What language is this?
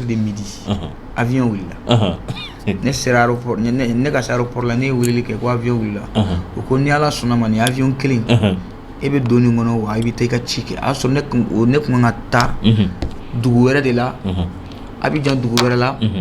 Bambara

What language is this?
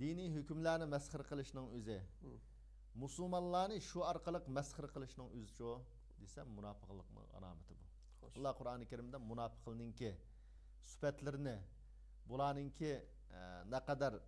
Uyghur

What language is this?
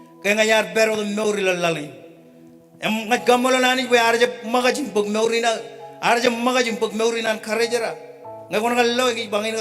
Marshallese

